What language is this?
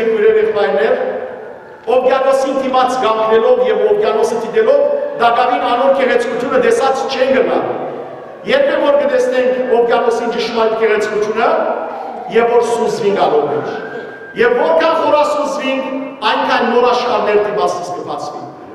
Western Armenian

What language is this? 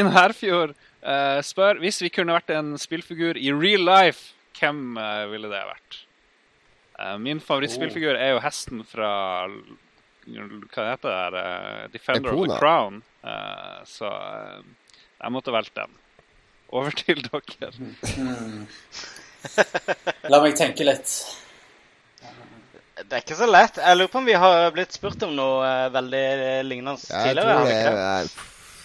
Norwegian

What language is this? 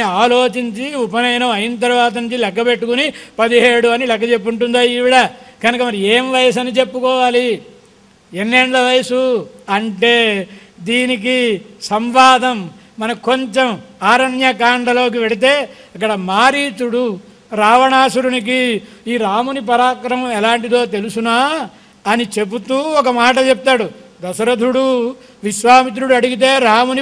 Telugu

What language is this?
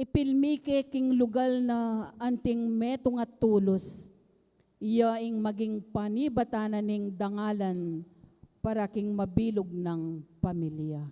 Pampanga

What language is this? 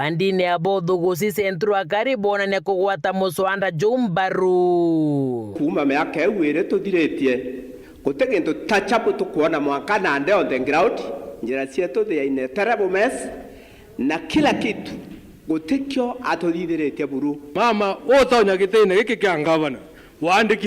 Meru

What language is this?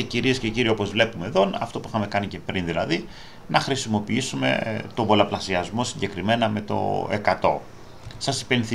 Greek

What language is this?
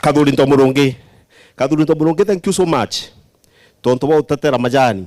Meru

